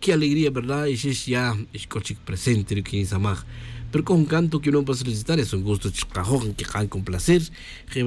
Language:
Tz'utujil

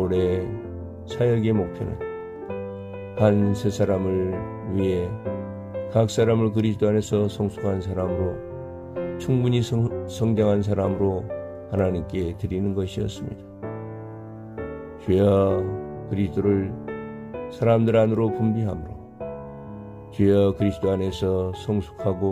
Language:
Korean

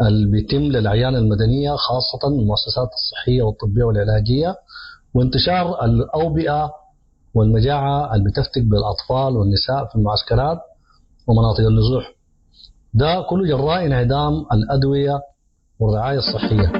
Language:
Sudanese Arabic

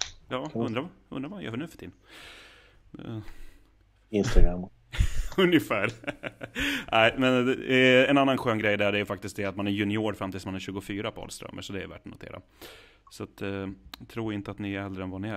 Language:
Swedish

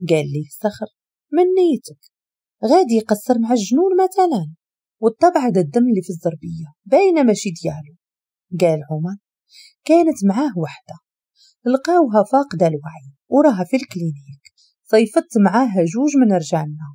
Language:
Moroccan Arabic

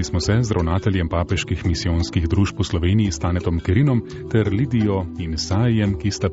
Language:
Slovenian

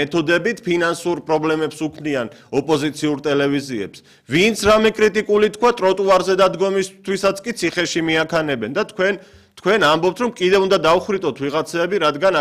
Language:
Georgian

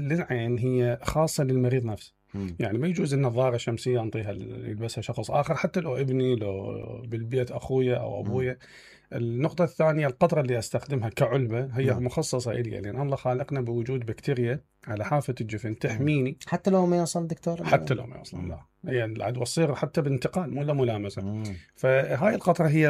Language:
Mesopotamian Arabic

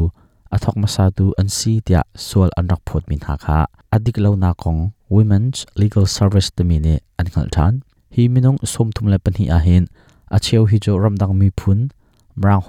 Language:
Hakha Chin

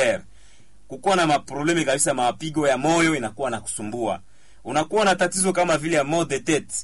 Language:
Swahili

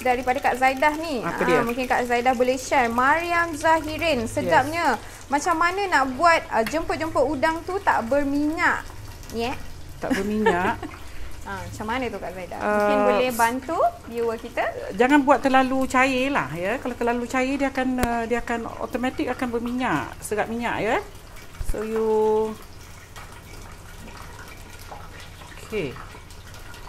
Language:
Malay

